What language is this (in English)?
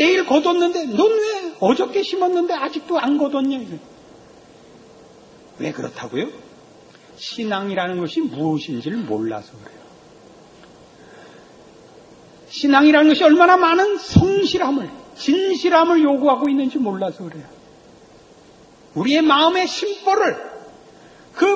Korean